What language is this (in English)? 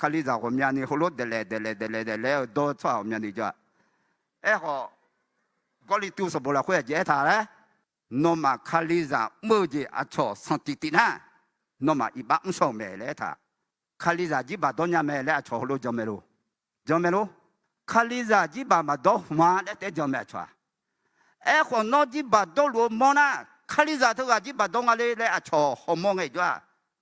Akha